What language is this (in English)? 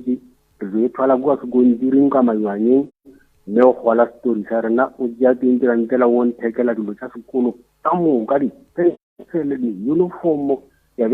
Northern Sotho